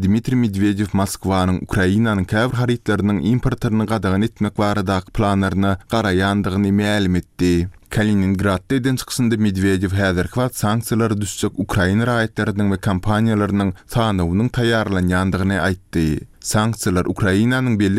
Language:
Turkmen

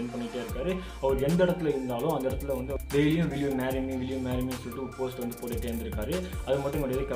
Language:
Tamil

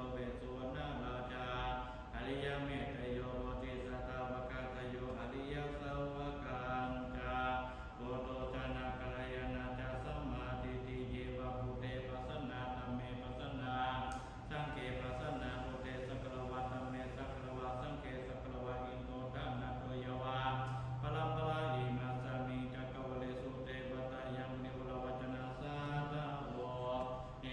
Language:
Pali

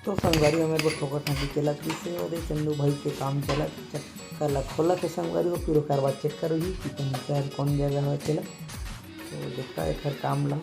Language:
Chhattisgarhi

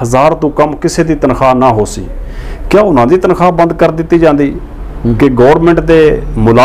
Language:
Saraiki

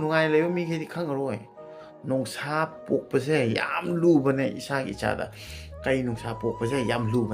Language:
Manipuri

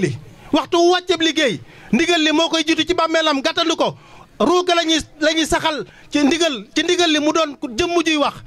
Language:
Wolof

